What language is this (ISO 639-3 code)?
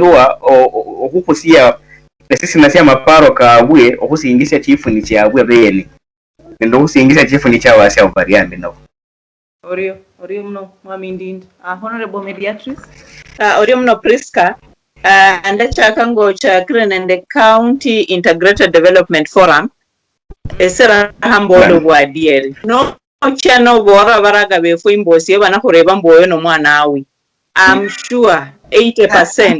luy